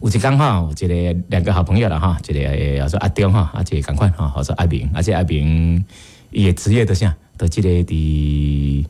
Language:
Min Nan Chinese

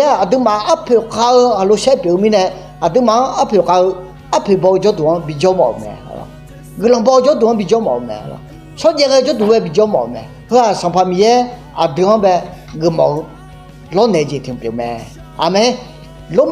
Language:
Akha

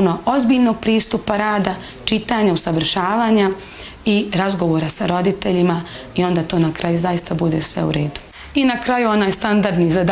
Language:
Bosnian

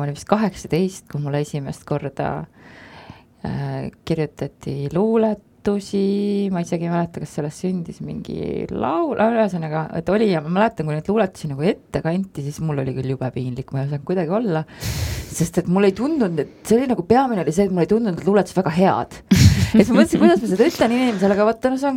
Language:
Estonian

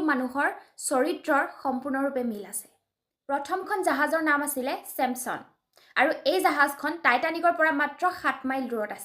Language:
Assamese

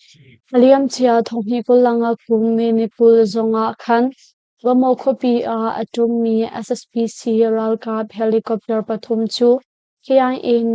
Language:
Hakha Chin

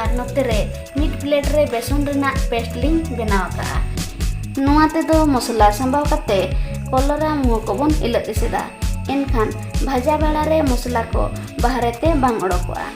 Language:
Santali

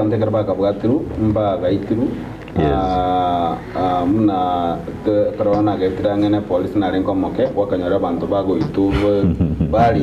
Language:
Gusii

